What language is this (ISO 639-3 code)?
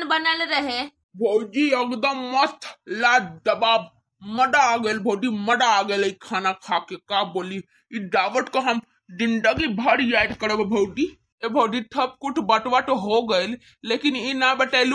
bho